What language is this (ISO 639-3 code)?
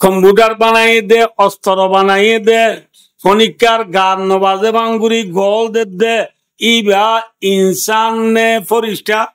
rhg